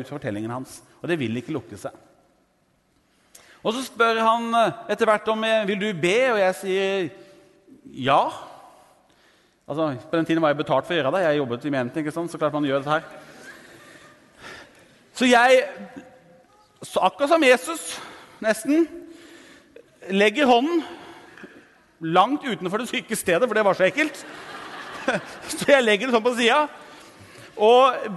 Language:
Norwegian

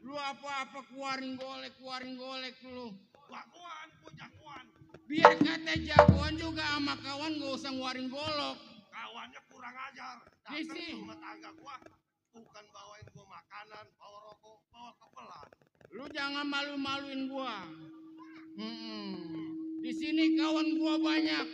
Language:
Betawi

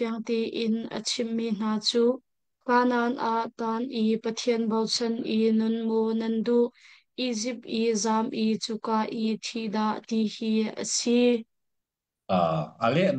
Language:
Hakha Chin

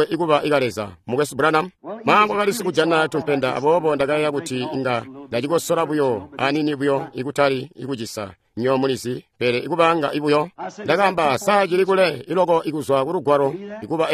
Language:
Tonga (Zambia)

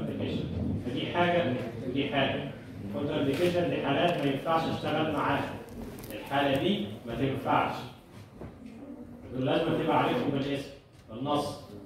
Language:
Egyptian Arabic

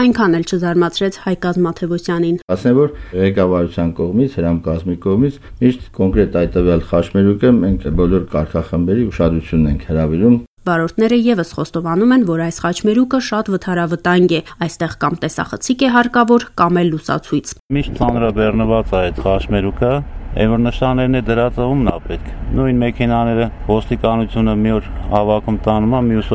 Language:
Armenian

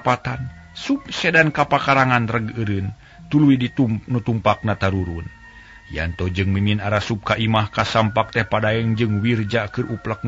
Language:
Sundanese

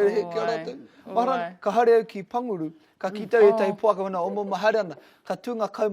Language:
Māori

